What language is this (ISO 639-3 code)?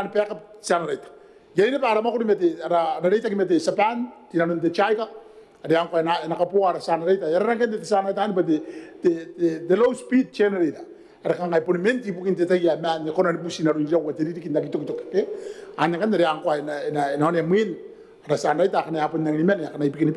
gil